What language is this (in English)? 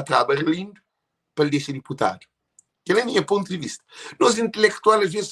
Kabuverdianu